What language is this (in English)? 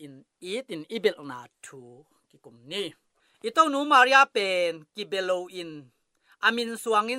Tedim Chin